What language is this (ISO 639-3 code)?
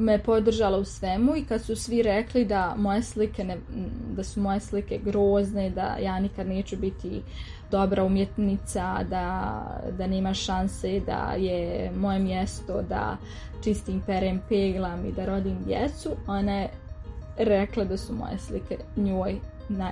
srp